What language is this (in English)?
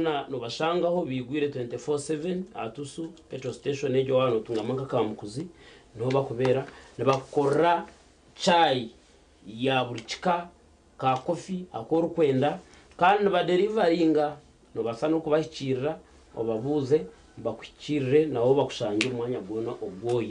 Nyankole